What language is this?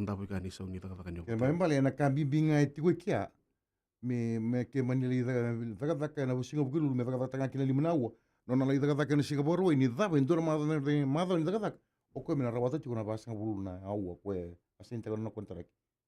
Fijian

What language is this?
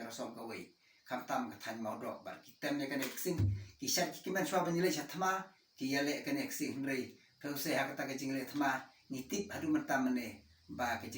Khasi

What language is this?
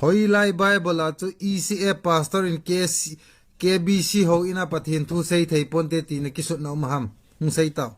Thado Chin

